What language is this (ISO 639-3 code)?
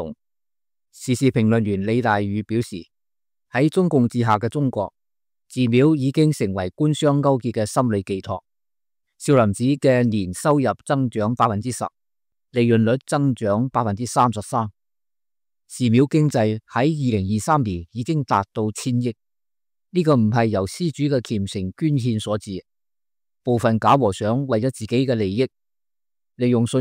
yue